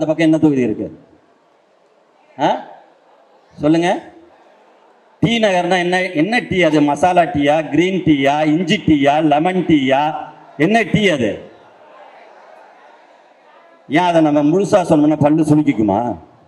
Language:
Tamil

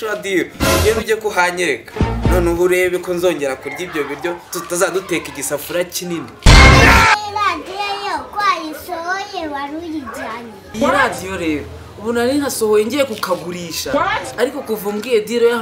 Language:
Kinyarwanda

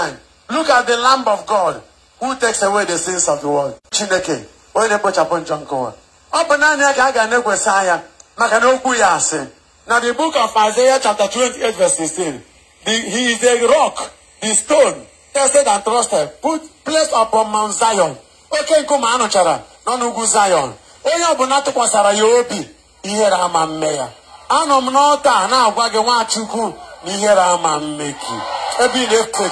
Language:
Igbo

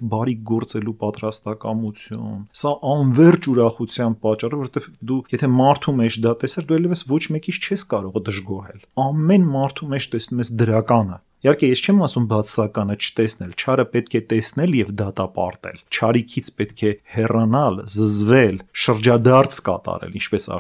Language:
Armenian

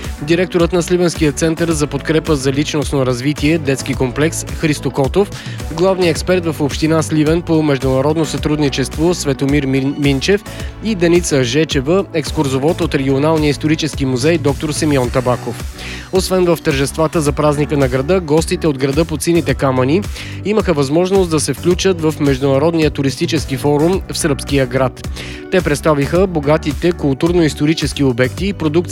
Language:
Bulgarian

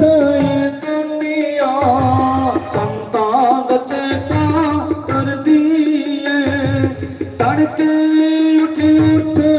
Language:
Dogri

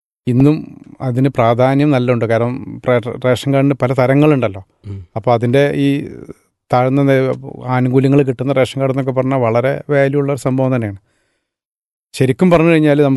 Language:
Malayalam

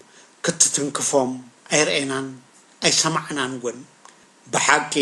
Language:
Tigrinya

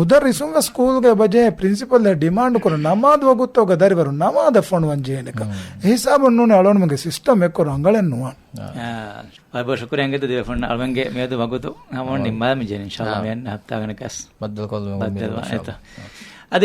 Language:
Divehi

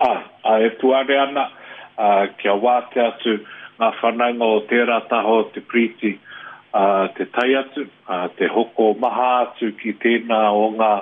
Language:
Māori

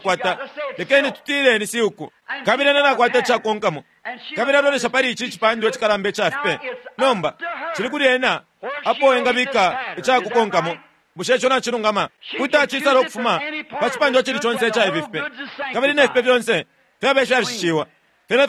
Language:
Bemba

